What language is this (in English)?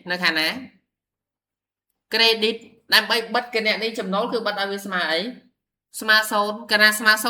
Khmer